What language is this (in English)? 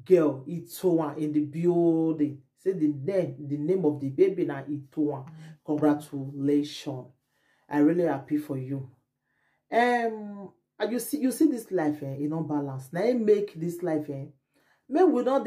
Nigerian Pidgin